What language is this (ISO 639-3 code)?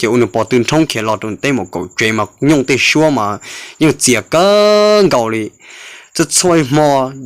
hmn